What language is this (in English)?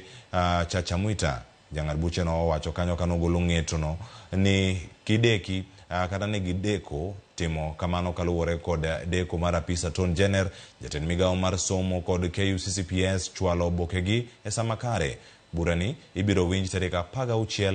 Luo (Kenya and Tanzania)